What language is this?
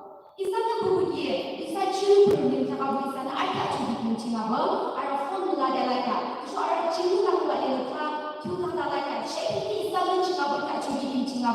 Yimchungru Naga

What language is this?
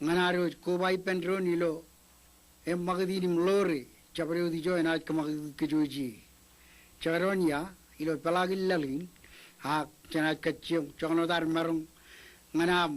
Marshallese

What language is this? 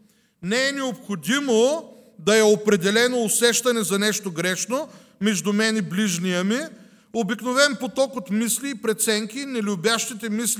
Bulgarian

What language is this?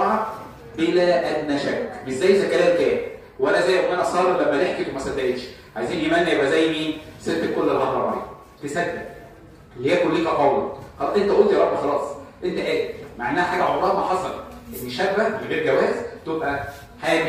Egyptian Arabic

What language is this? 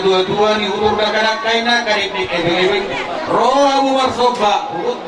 Batak Toba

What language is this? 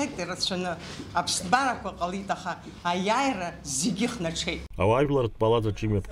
Abkhazian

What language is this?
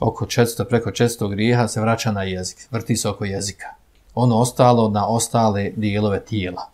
Bosnian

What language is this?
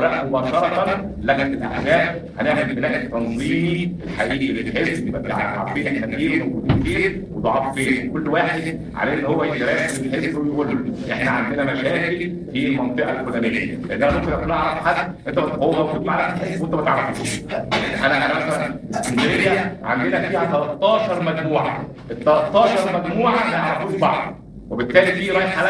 Egyptian Arabic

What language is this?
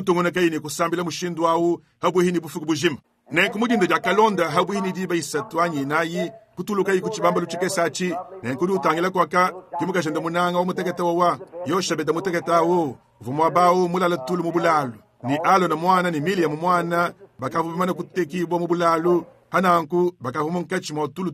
Luba-Lulua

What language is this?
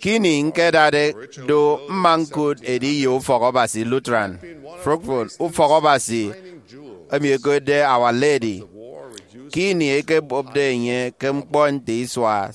Efik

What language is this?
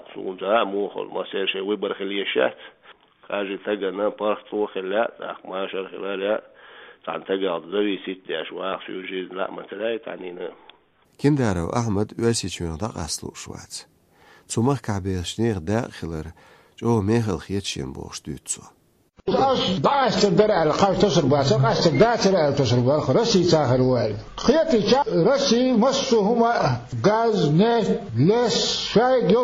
Chechen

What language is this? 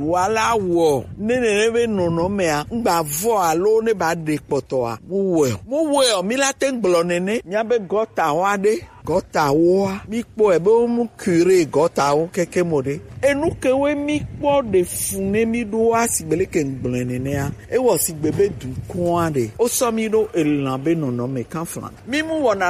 Gen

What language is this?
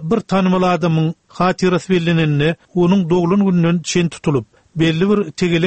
Turkmen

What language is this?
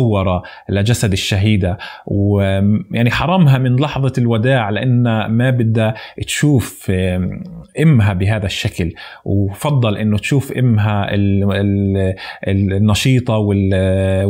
North Levantine Arabic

